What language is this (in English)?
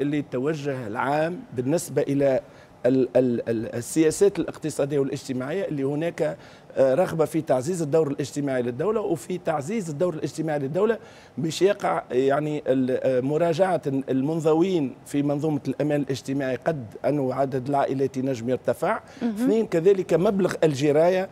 Tunisian Arabic